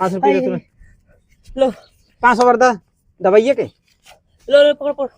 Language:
Awadhi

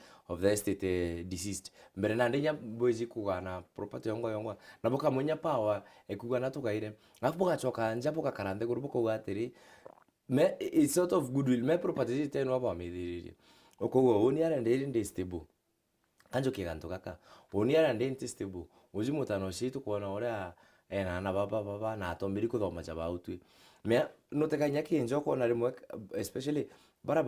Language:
Meru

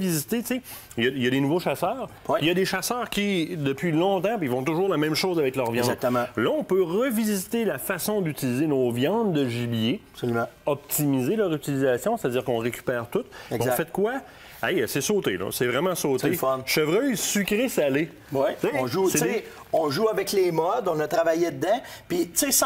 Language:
French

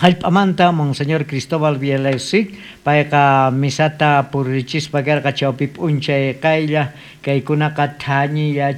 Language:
South Bolivian Quechua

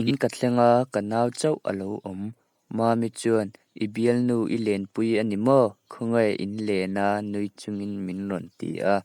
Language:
Mizo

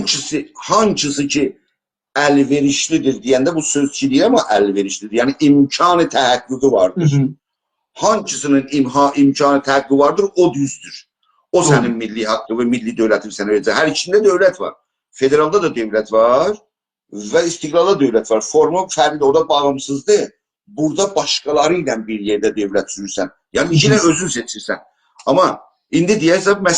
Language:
South Azerbaijani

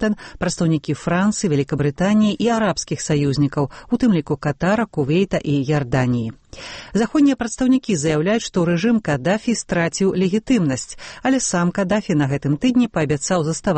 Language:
Belarusian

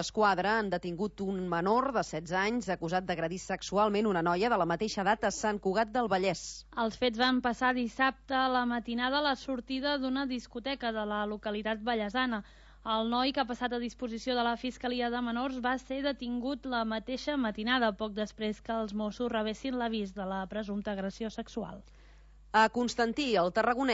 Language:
Catalan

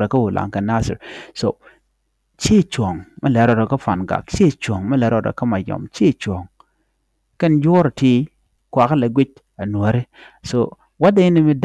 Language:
Nuer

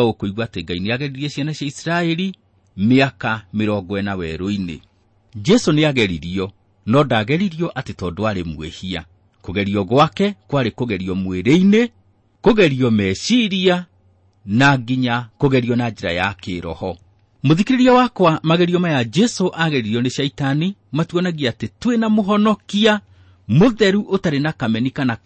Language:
Kikuyu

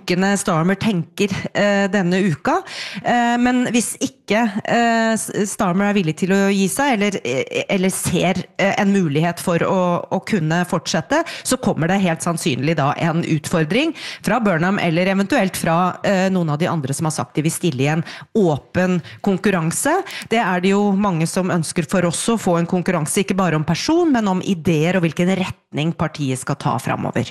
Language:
Norwegian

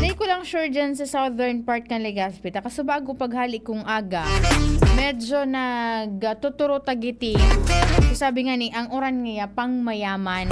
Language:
Bikol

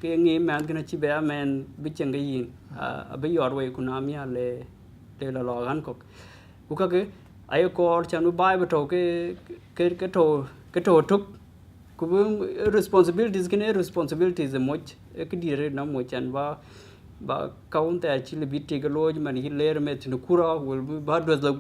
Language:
Dinka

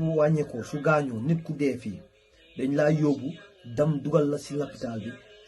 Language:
Wolof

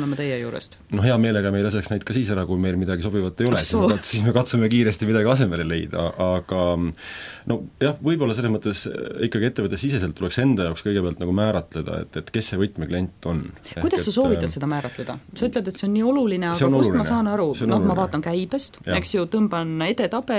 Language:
Estonian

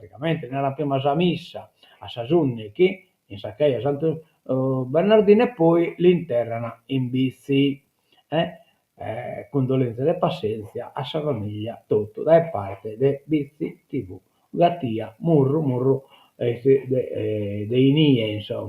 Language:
Sardinian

